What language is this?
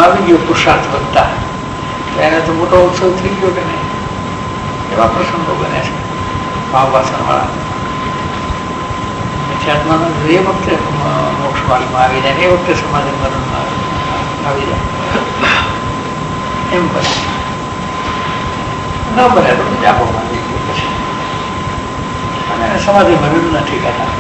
Gujarati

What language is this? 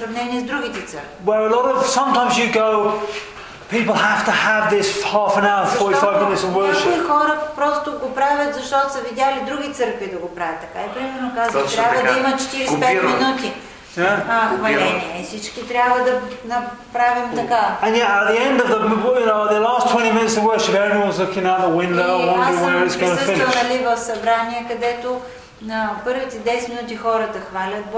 Bulgarian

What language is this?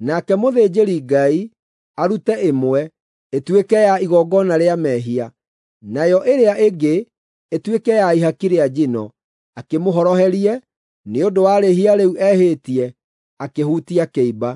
Kikuyu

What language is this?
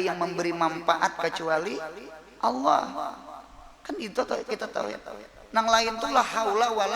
Banjar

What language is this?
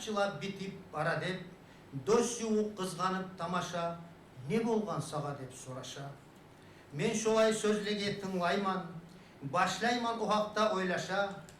Kumyk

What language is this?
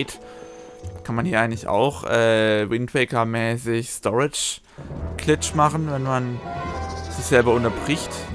German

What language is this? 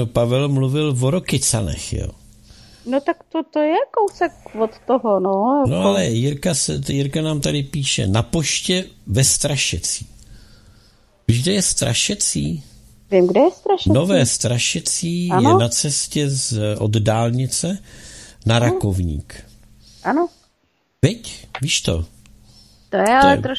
Czech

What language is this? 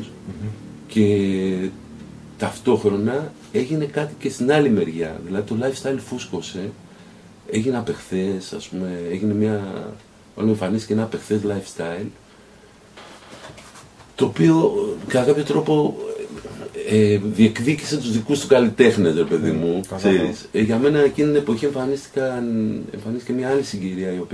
Greek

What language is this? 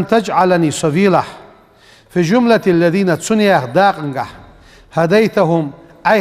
Ingush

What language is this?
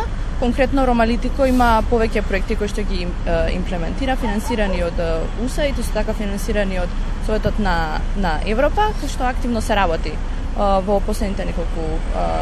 Macedonian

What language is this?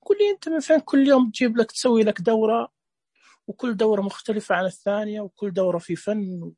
Najdi Arabic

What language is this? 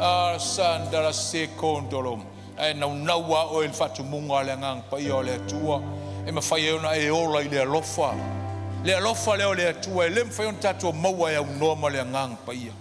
Samoan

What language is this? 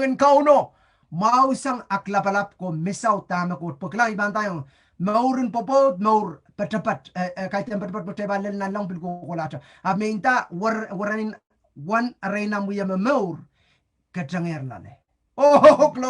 Pohnpeian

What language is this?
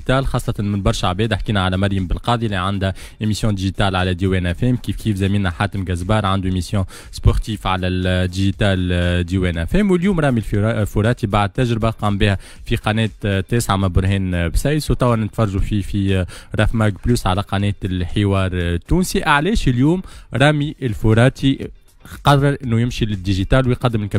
Tunisian Arabic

